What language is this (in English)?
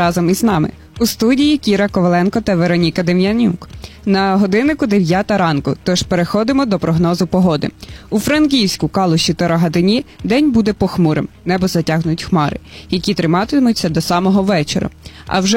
Ukrainian